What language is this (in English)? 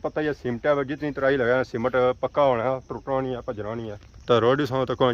Pahari-Potwari